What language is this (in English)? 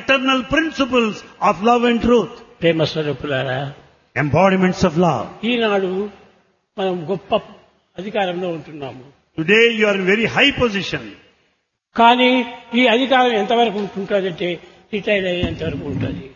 Telugu